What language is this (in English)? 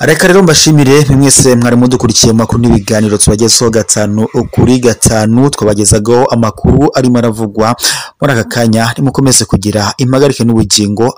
Kinyarwanda